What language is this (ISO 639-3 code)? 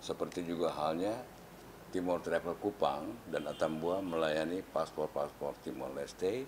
tet